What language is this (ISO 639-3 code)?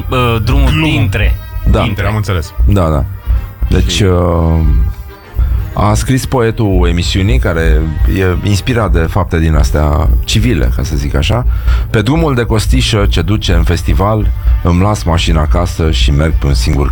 ron